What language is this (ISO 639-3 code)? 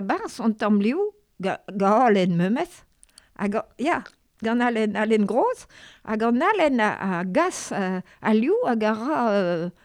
bre